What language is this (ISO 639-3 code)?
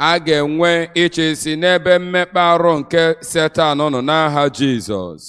ibo